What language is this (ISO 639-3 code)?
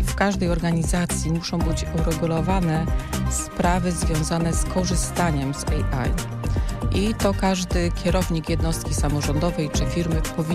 pol